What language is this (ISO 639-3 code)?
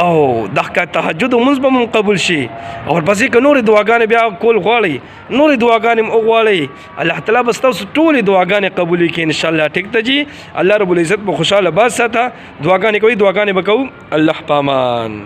pus